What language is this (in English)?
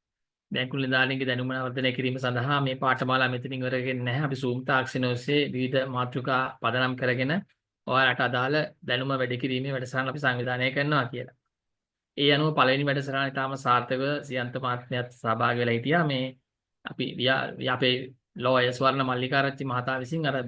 Sinhala